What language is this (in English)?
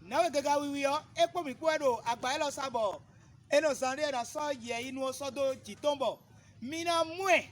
Fon